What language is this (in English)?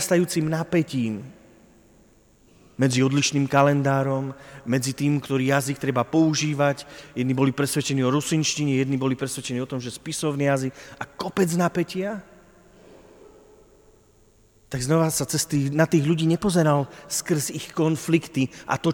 Slovak